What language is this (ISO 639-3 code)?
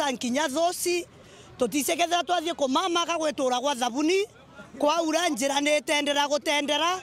mer